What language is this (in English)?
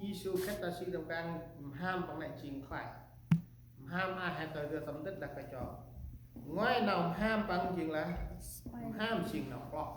Central Mnong